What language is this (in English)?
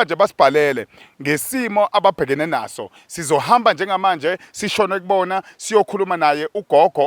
Zulu